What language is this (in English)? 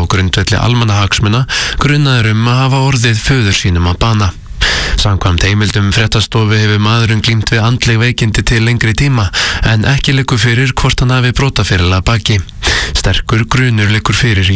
Icelandic